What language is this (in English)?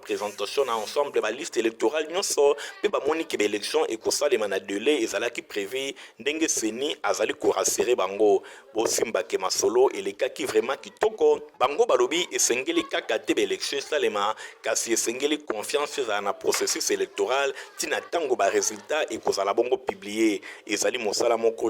Lingala